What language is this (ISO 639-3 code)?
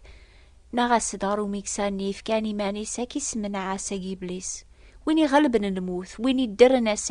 kab